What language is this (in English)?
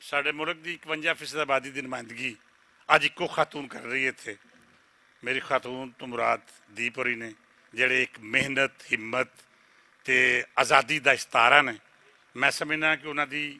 Western Panjabi